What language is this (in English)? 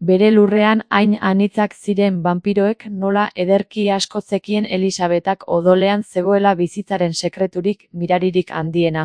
Basque